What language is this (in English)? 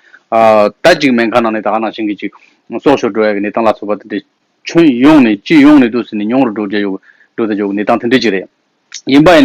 Tibetan